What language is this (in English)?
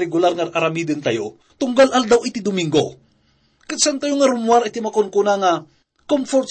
Iloko